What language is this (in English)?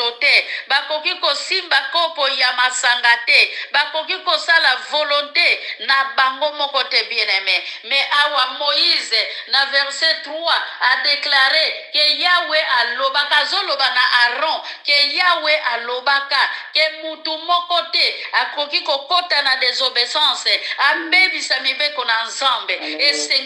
Lingala